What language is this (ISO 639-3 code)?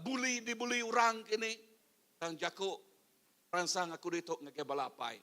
iba